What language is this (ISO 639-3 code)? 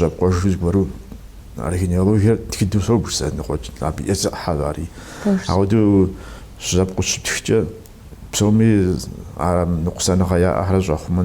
kbd